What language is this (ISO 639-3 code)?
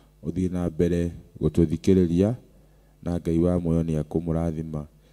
kik